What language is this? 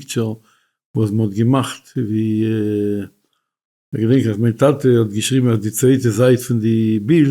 Yiddish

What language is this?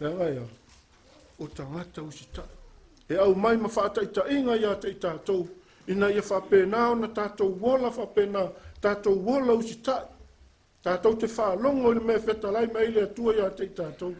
Samoan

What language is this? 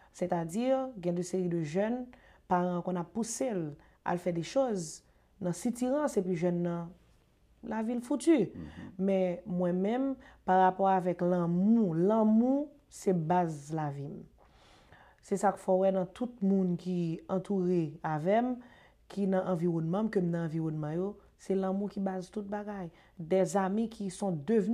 Haitian Creole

